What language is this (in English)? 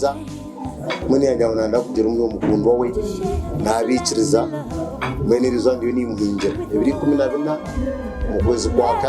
Nyankole